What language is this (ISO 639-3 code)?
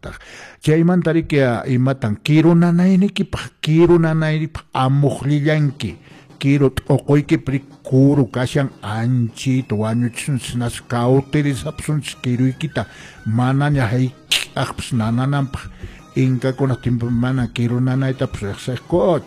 que